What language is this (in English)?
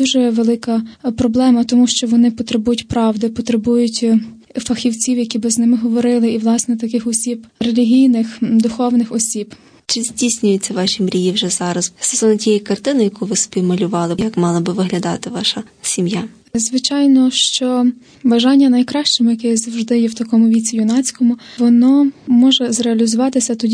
Ukrainian